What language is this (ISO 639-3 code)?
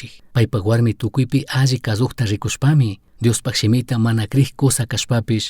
qug